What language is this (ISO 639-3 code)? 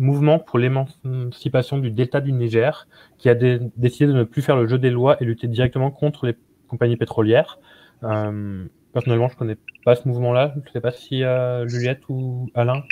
fra